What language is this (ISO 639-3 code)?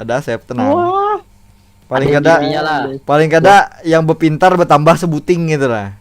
bjn